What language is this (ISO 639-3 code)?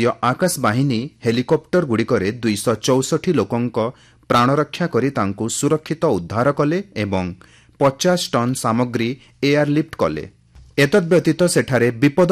ori